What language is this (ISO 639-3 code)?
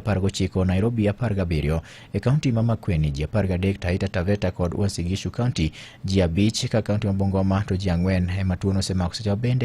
luo